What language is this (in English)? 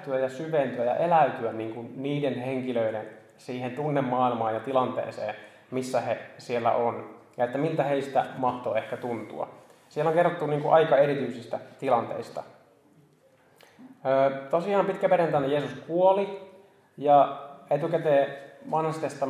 Finnish